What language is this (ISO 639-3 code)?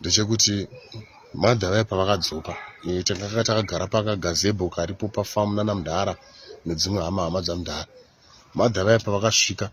sna